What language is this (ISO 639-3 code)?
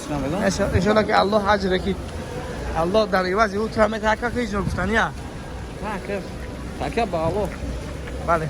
tgk